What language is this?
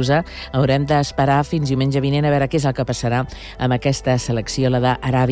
Catalan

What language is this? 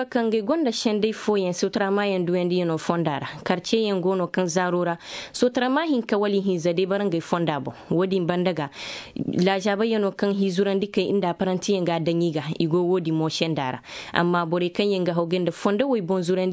Zarma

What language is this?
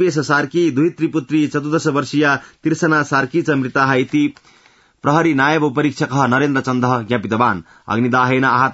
Sanskrit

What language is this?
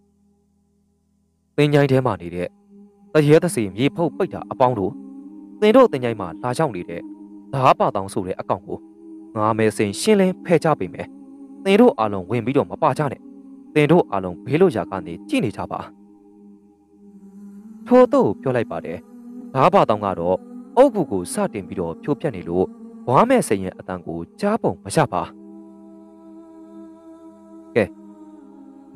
Burmese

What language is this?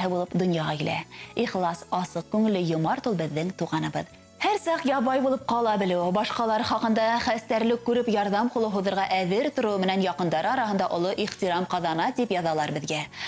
Bashkir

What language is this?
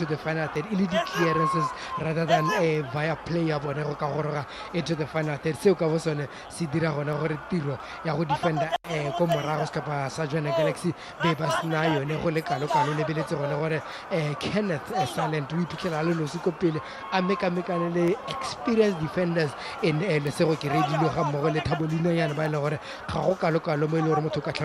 Tswana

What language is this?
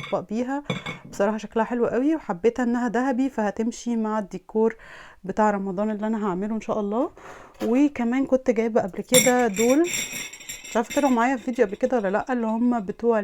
Egyptian Arabic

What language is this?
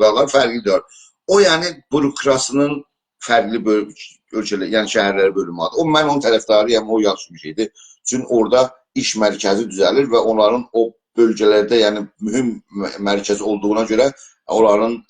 South Azerbaijani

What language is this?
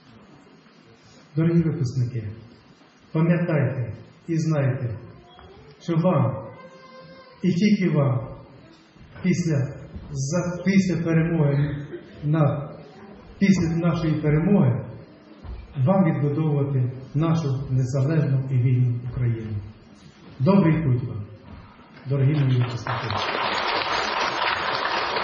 Ukrainian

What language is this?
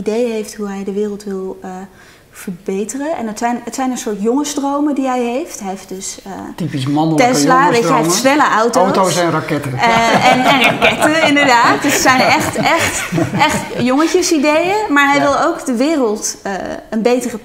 Dutch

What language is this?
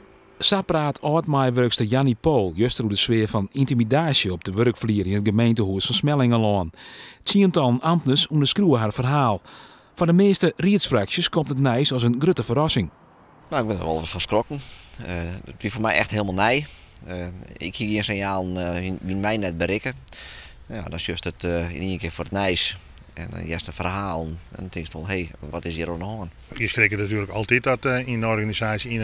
Western Frisian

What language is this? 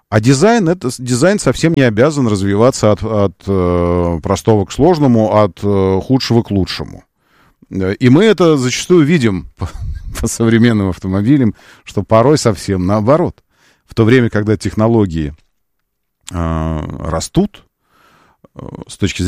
Russian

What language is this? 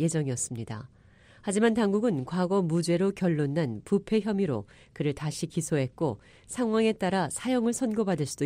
Korean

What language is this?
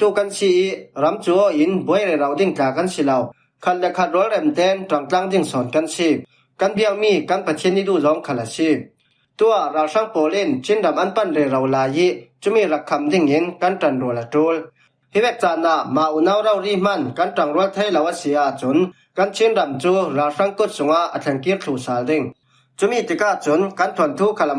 Falam Chin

